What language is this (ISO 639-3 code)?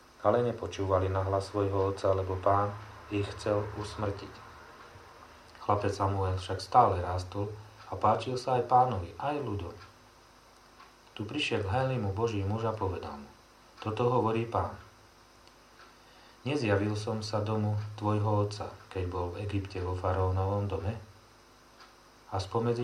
slk